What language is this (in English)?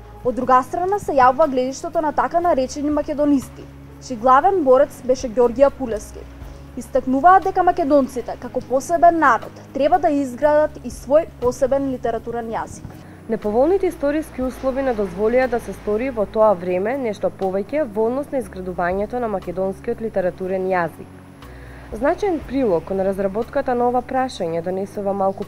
Macedonian